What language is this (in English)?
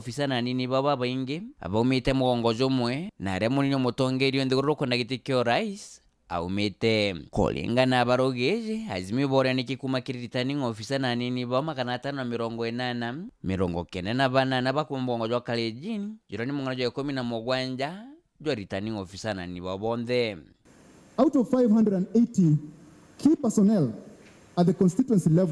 Meru